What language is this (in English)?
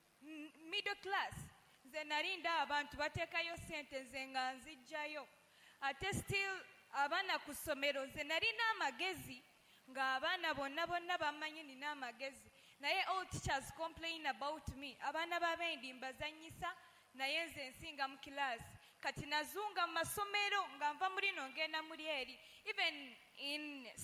Ganda